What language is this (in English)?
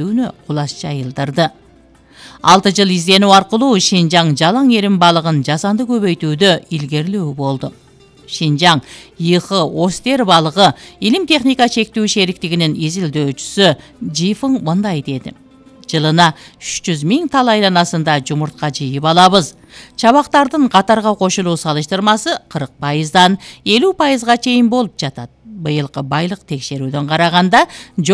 Kyrgyz